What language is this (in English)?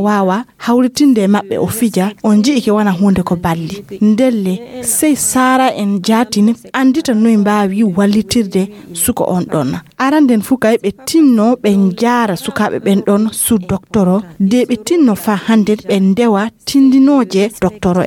Fula